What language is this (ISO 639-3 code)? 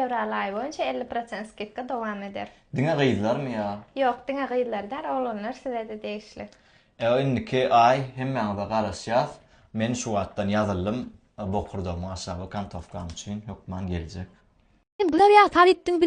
tuk